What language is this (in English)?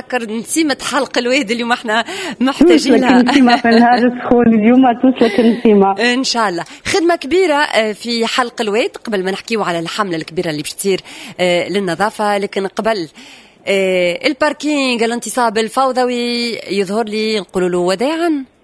Tunisian Arabic